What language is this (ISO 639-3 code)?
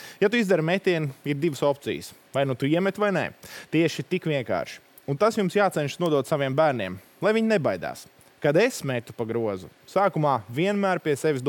lav